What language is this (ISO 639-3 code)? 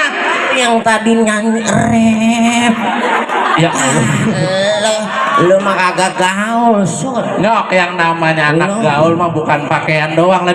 bew